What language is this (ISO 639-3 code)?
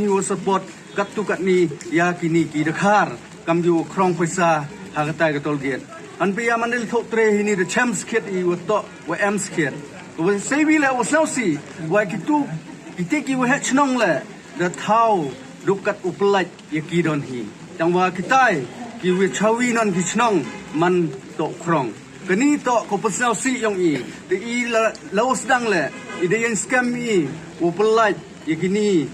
pbv